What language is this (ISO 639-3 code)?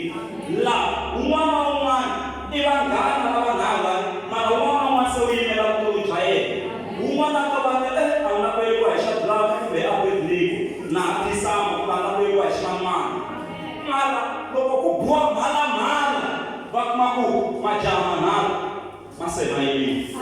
tso